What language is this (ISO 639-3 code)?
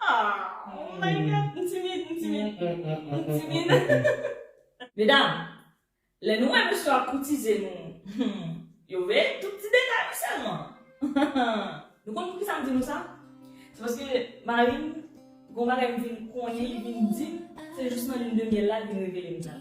hat